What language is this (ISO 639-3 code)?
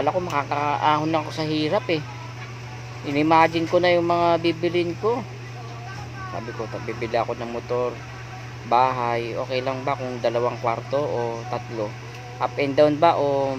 fil